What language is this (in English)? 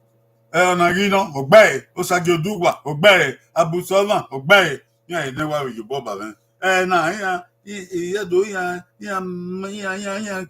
Bini